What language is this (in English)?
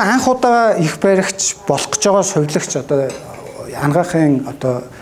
Mongolian